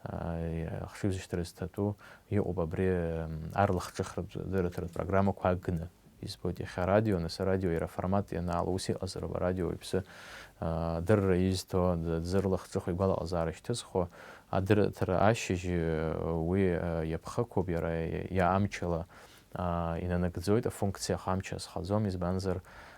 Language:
Abkhazian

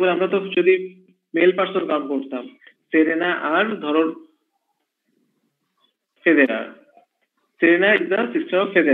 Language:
Bangla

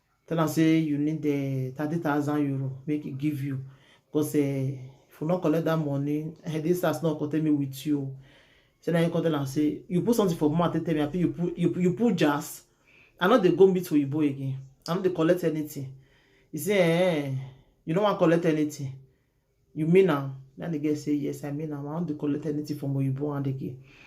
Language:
Nigerian Pidgin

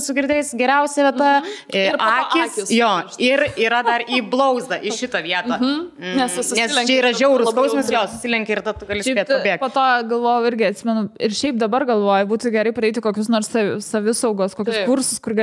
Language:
Lithuanian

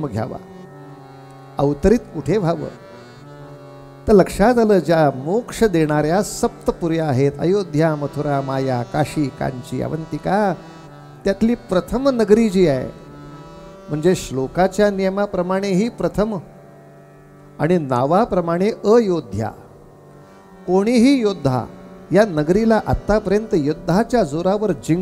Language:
Marathi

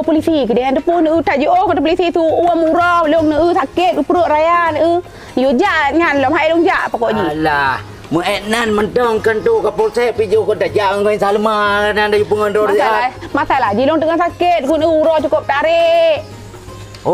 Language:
Achinese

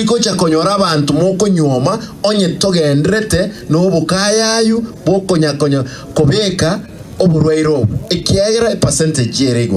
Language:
Gusii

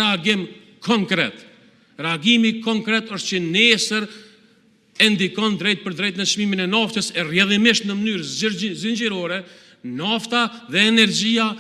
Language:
Albanian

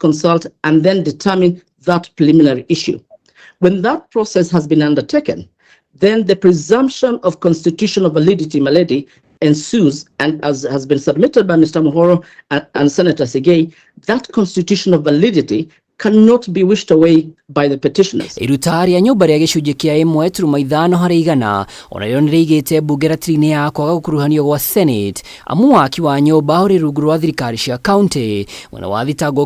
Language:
Kikuyu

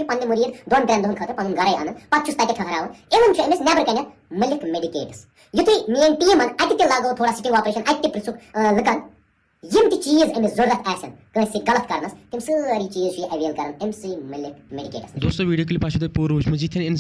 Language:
Kashmiri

